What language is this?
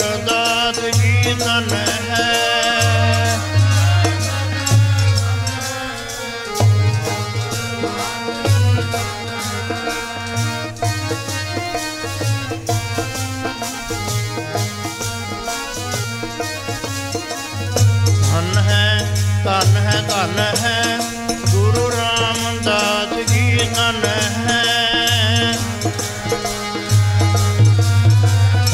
Punjabi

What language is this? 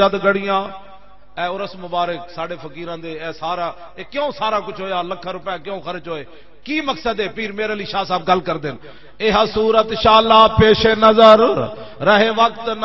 Western Panjabi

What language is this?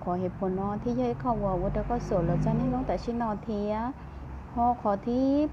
Hmong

